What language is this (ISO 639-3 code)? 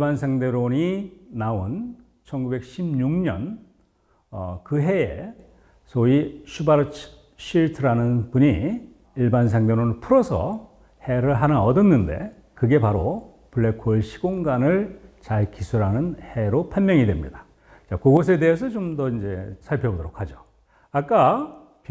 kor